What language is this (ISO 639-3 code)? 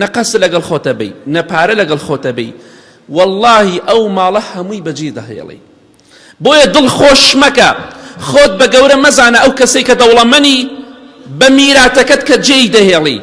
ckb